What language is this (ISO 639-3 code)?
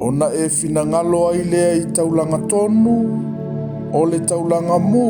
smo